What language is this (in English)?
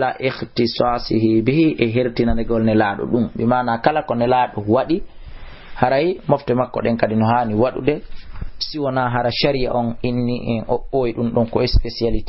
Fula